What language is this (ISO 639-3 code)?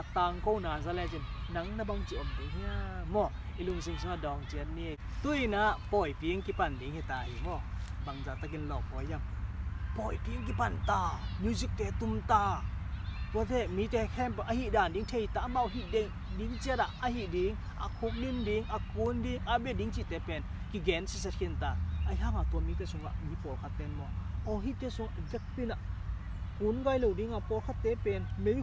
ctd